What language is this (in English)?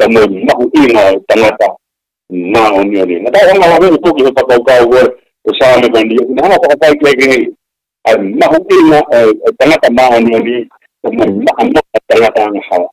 Tongan